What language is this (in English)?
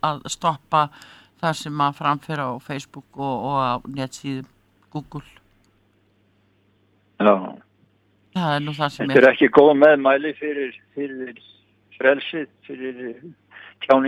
Icelandic